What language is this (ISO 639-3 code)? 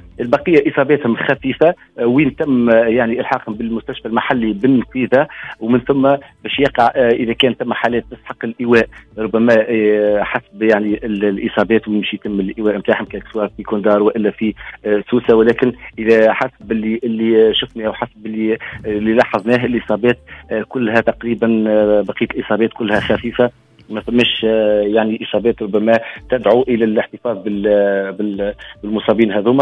aeb